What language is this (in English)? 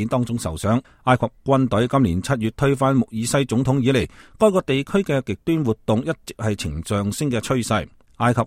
Cantonese